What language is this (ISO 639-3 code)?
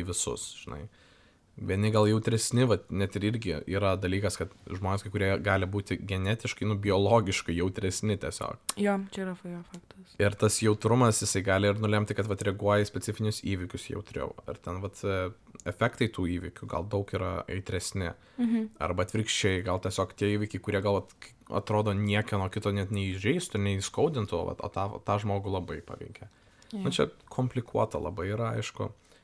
lit